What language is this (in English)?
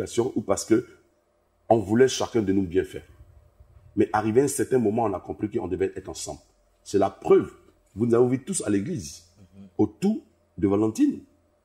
French